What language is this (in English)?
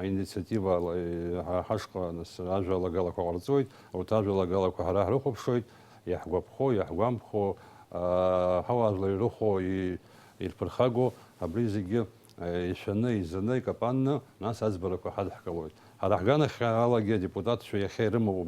Abkhazian